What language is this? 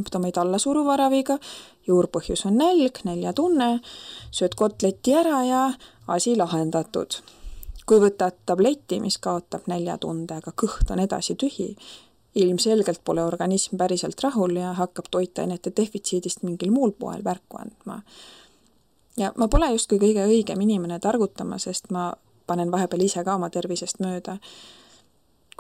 Estonian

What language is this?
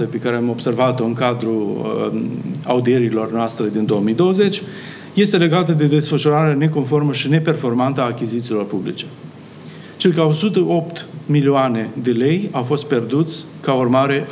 Romanian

